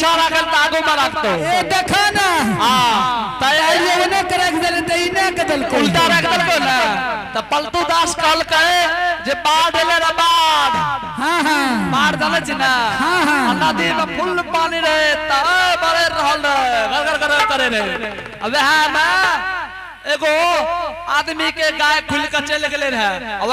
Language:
Angika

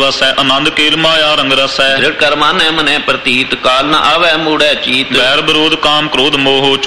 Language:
Punjabi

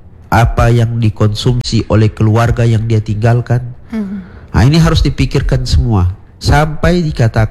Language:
Indonesian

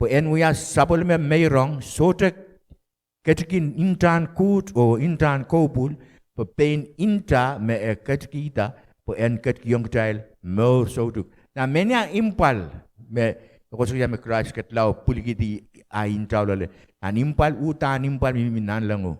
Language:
Pohnpeian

